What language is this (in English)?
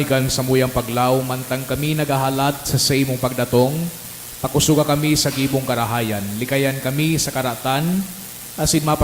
Bikol